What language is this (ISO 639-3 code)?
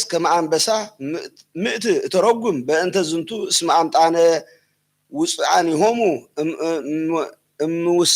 gez